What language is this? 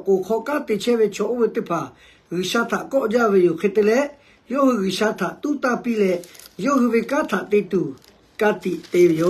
Lahu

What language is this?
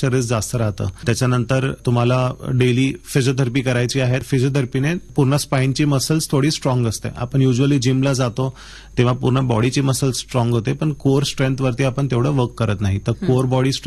Marathi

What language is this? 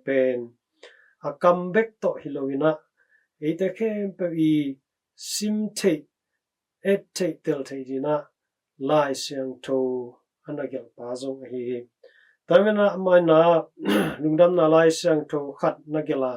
Tedim Chin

